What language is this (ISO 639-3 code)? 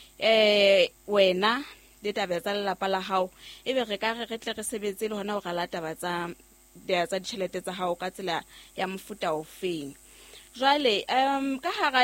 sot